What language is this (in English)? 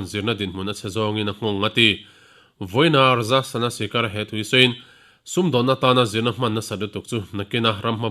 Mizo